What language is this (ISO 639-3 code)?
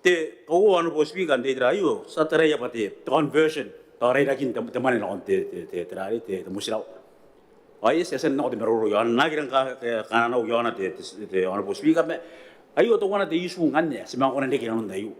gil